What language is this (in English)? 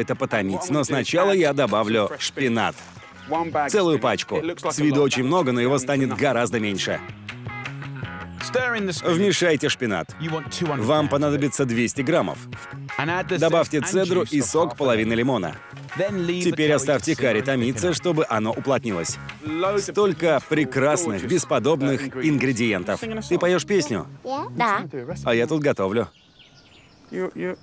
Russian